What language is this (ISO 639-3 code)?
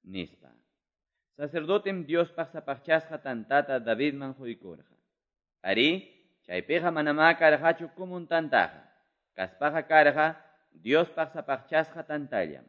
que